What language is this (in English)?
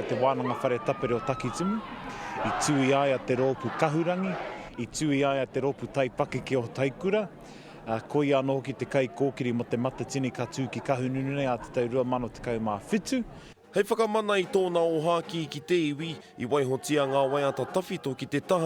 Māori